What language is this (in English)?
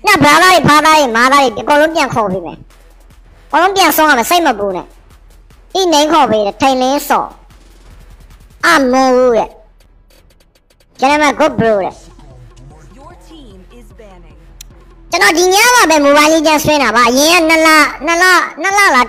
Burmese